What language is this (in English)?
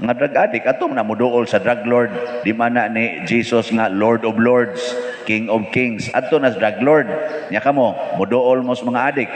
Cebuano